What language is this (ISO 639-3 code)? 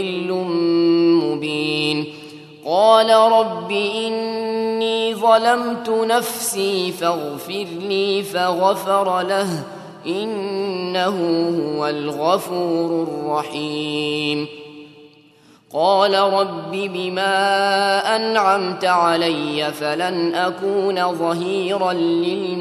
ara